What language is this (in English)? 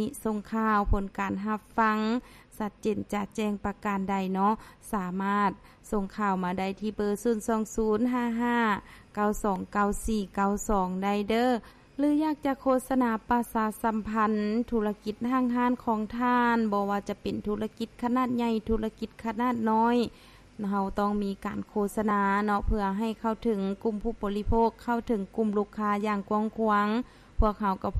Lao